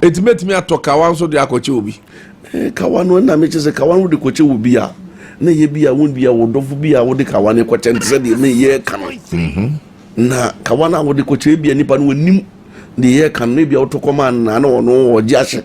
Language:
Akan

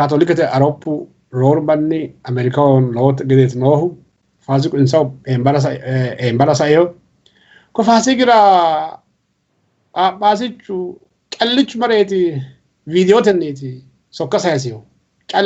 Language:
Sidamo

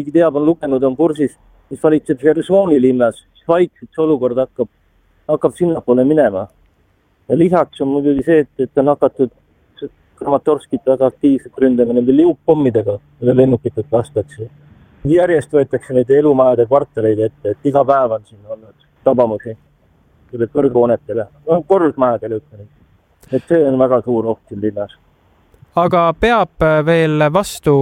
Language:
Estonian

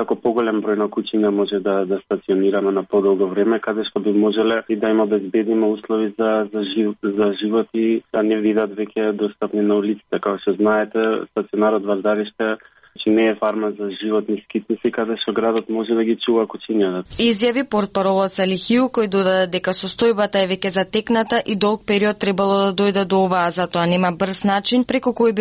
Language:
Macedonian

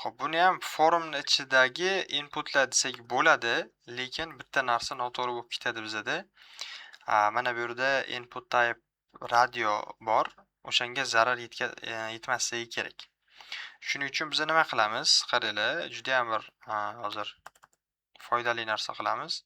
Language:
Uzbek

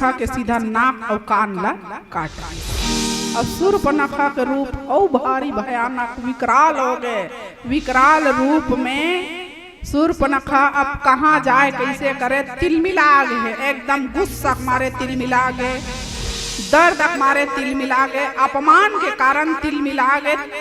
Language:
Chhattisgarhi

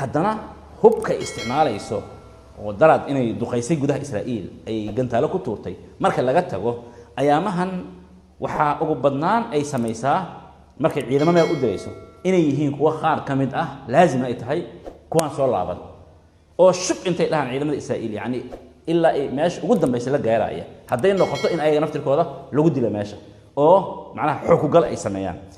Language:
Somali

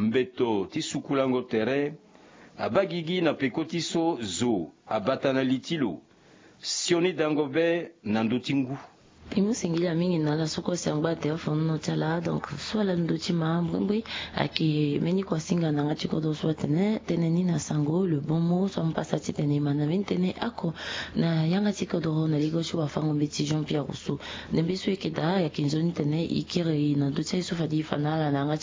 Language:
Sango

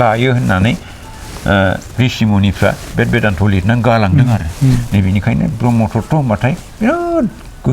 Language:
Bodo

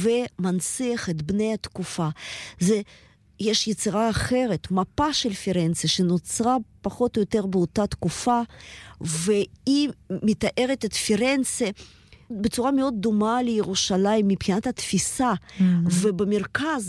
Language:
Hebrew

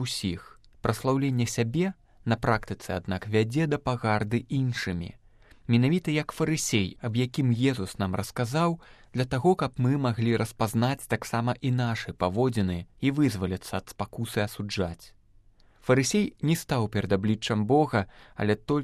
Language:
Belarusian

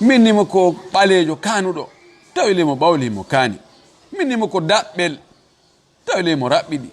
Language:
Fula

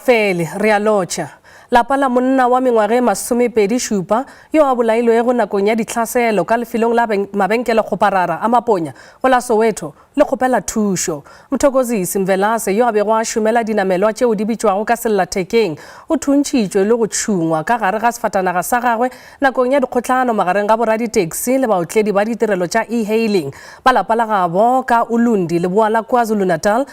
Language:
Northern Sotho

